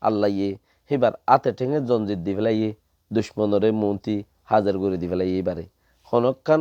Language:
Rohingya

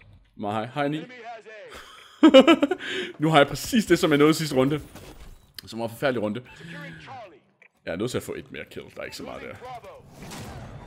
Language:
Danish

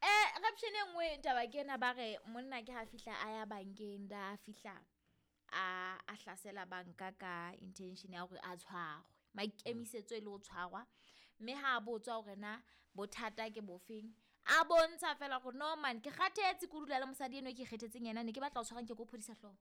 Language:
Southern Sotho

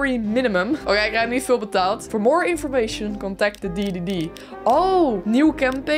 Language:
Dutch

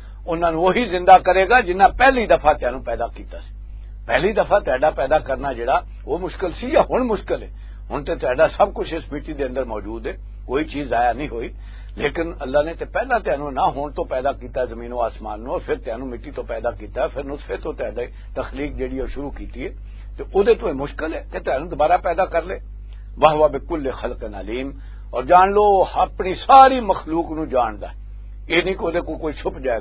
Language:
Western Panjabi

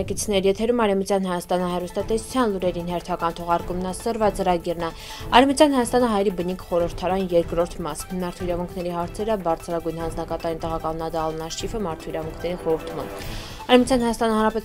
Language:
Armenian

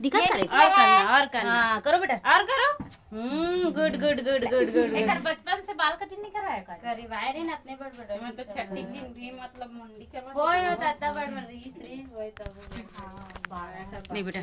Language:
Chhattisgarhi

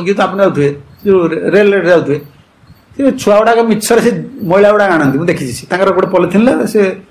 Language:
Odia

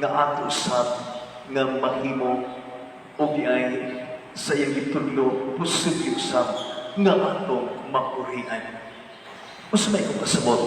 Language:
Cebuano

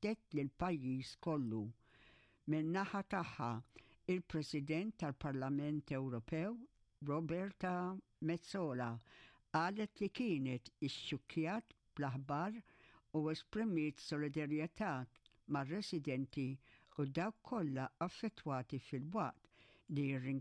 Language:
Maltese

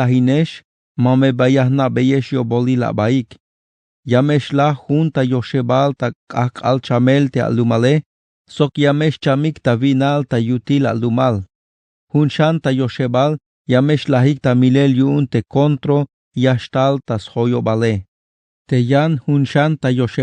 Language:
Tzeltal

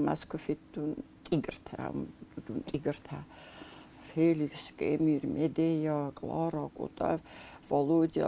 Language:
Ossetic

